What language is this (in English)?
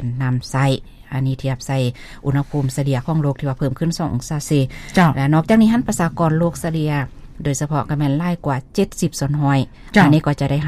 Lao